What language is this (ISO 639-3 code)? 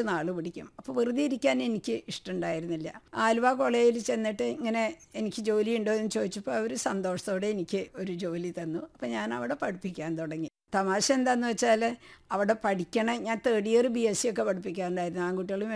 mal